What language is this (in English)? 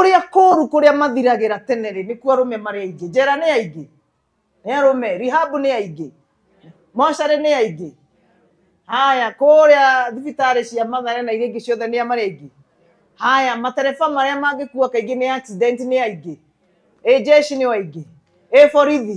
Kikuyu